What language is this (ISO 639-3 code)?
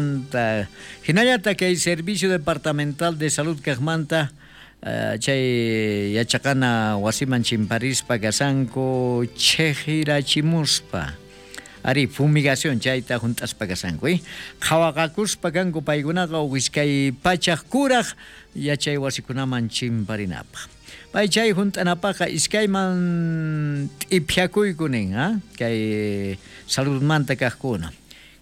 quh